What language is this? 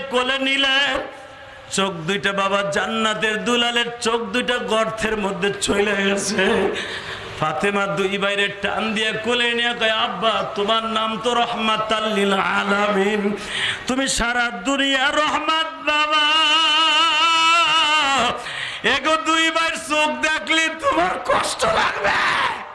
Bangla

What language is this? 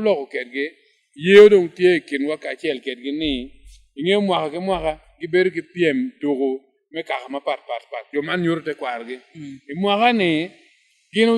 Acoli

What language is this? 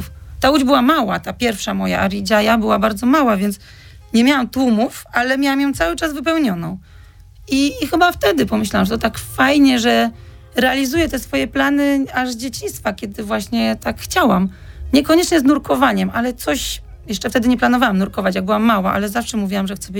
Polish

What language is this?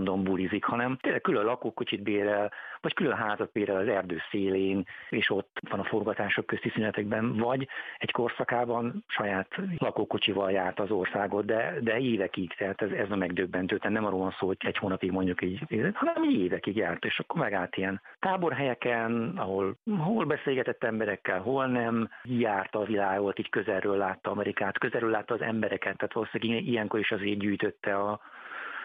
Hungarian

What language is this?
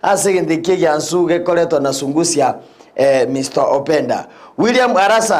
Gusii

